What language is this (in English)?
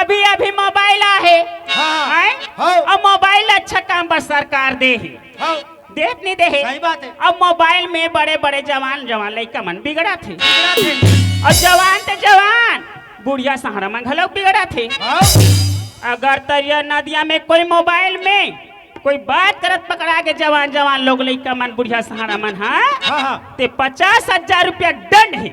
Chhattisgarhi